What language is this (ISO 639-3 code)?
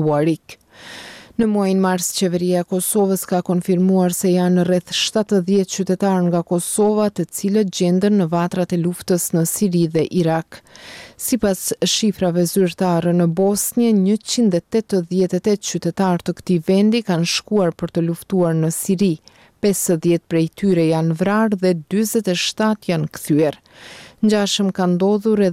sqi